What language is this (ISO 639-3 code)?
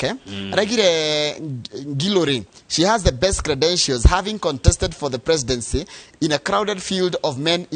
kik